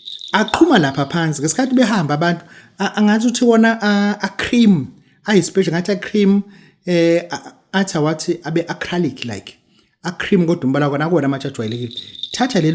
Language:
Zulu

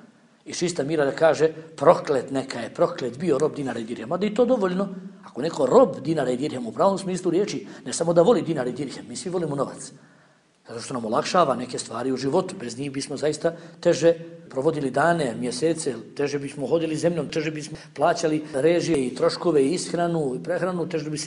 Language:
Bosnian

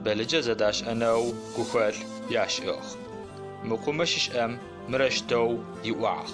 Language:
Adyghe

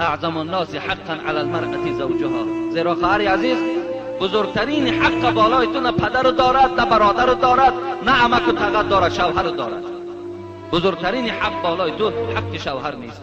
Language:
Tajik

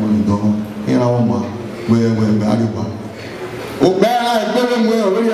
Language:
Bini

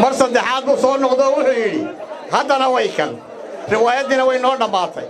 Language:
Somali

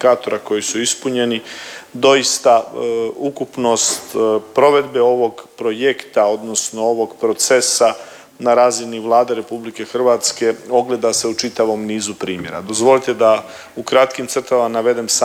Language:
Croatian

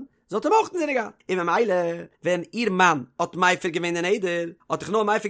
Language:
Yiddish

